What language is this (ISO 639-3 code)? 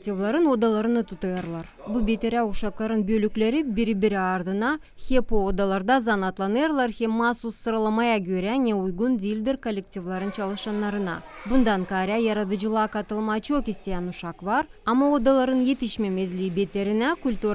gag